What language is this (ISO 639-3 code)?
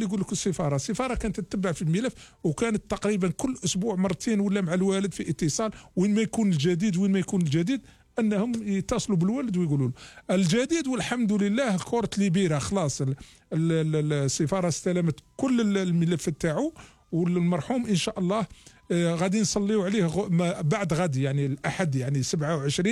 arq